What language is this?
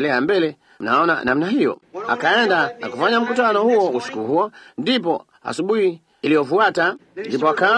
Swahili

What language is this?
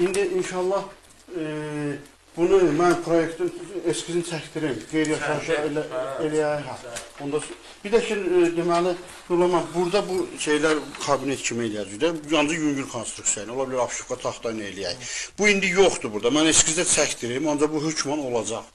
Azerbaijani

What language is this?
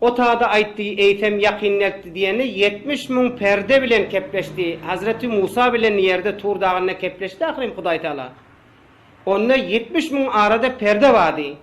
Turkmen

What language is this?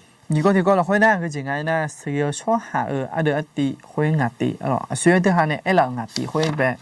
Akha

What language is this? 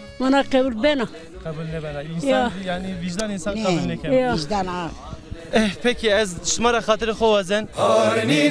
Zaza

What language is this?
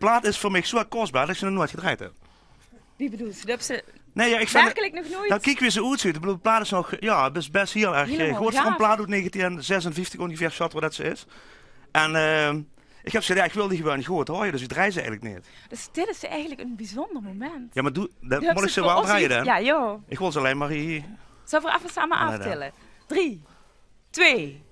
Limburgish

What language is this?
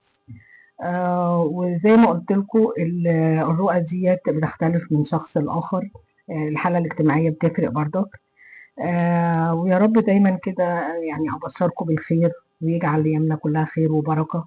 Egyptian Arabic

